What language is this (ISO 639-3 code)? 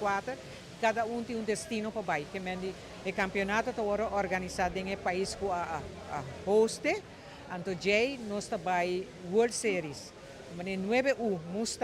pap